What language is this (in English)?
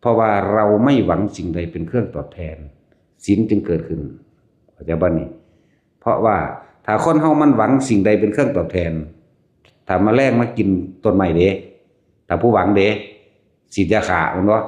Northeastern Thai